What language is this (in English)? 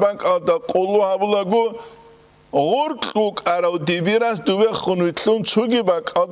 Avaric